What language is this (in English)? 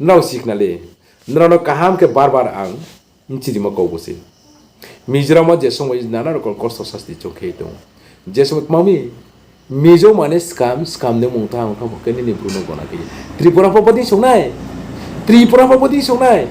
Riang (India)